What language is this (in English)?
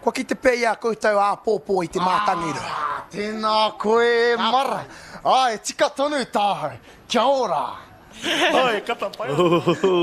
Māori